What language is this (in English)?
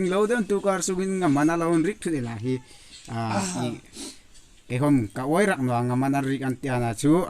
Hmar